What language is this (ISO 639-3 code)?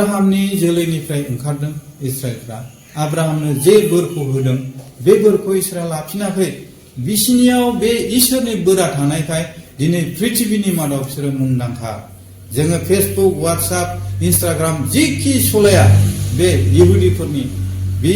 brx